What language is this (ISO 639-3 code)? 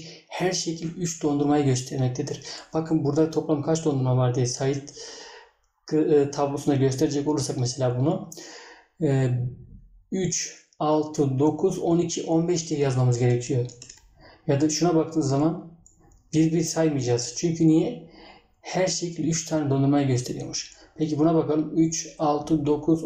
tur